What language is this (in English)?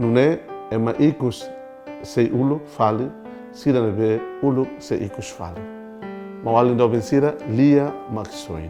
Tetum